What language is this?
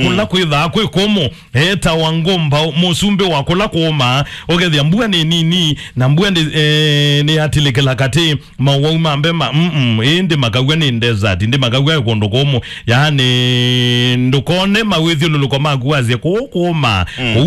Kamba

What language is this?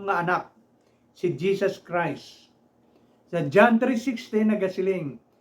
Hiligaynon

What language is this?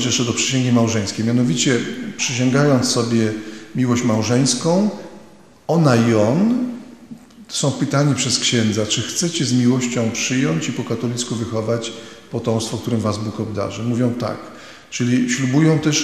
Polish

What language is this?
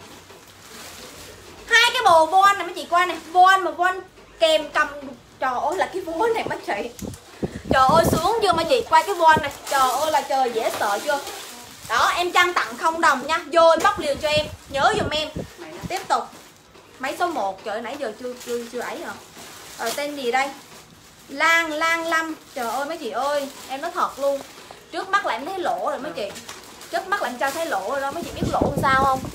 Vietnamese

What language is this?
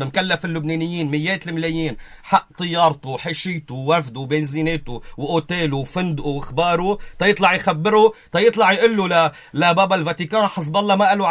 North Levantine Arabic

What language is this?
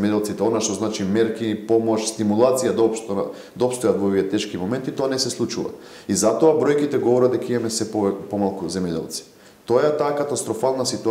Macedonian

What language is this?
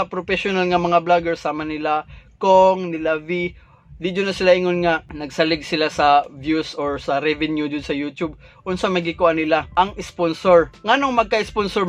Cebuano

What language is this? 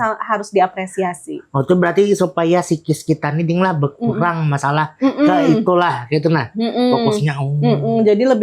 Banjar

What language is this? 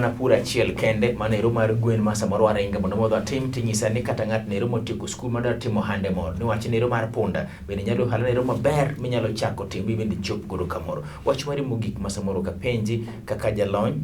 Luo (Kenya and Tanzania)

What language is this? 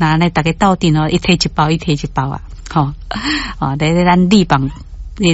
Min Nan Chinese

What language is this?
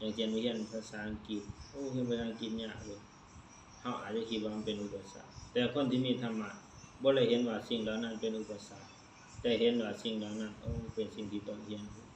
Lao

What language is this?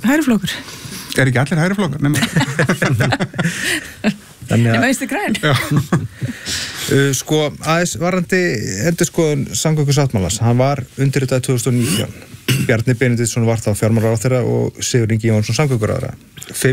Icelandic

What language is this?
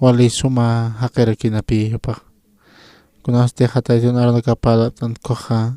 Aymara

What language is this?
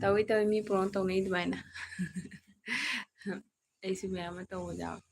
Manipuri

